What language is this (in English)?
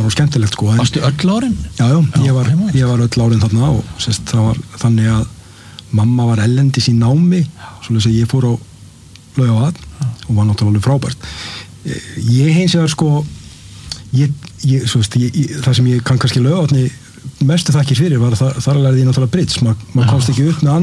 Icelandic